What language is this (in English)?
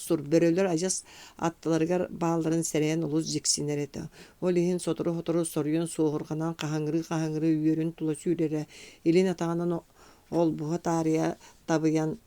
Yakut